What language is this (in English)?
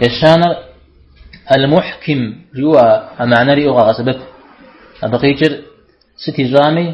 Kabardian